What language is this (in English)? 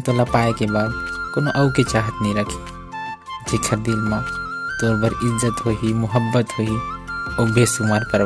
Chhattisgarhi